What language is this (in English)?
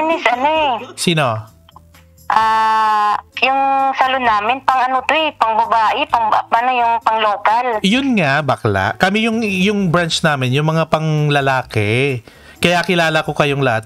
Filipino